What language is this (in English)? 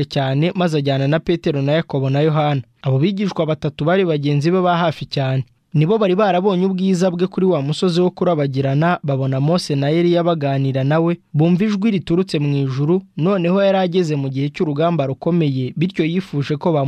Kinyarwanda